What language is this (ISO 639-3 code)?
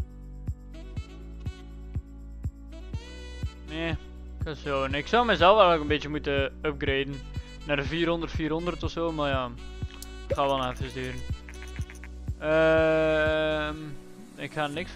nld